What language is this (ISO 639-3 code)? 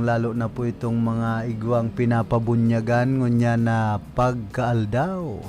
bik